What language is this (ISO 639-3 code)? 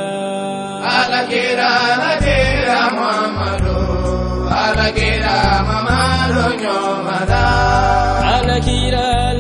bam